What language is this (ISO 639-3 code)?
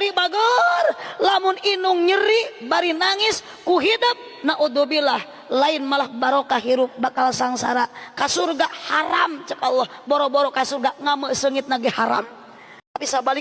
sun